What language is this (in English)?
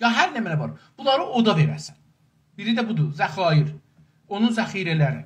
South Azerbaijani